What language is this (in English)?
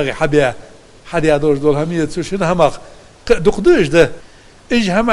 Ingush